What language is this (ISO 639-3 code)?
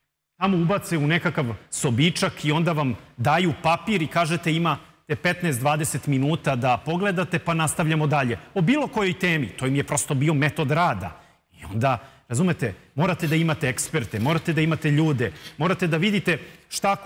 srp